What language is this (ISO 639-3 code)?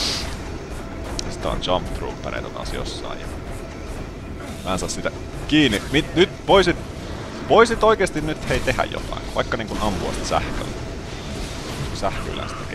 fin